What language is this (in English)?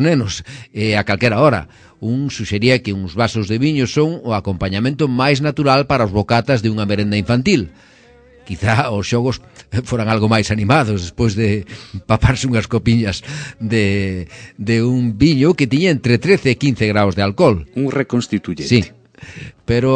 Galician